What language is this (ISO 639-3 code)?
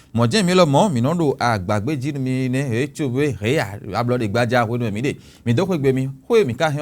fon